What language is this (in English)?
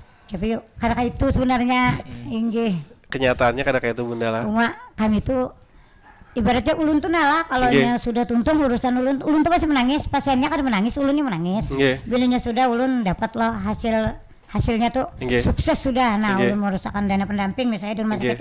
Banjar